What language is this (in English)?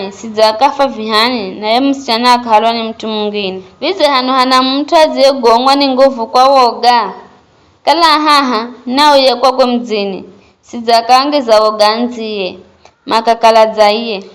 Giryama